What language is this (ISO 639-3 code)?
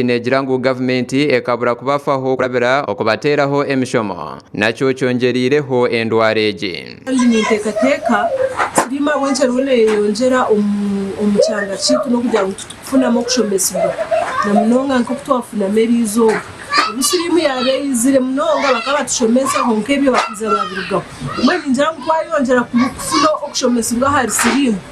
nyn